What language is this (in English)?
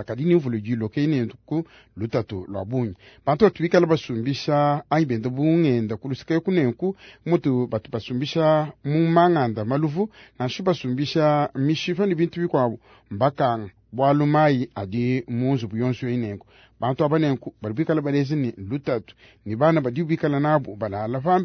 Luba-Lulua